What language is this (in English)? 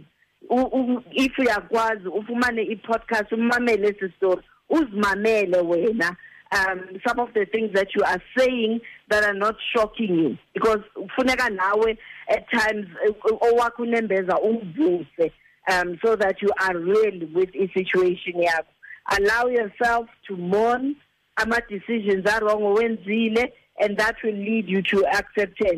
Xhosa